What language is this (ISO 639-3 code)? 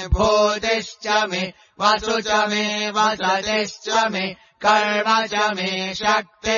san